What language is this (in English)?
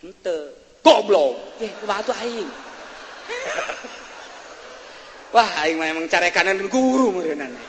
Sundanese